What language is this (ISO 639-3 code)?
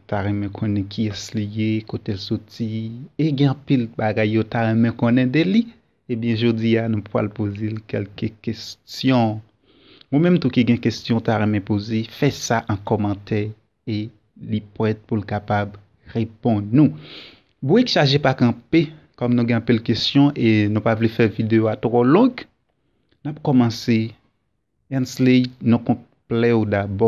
hat